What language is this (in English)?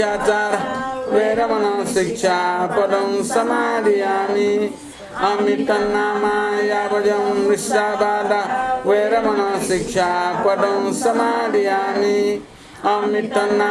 Newari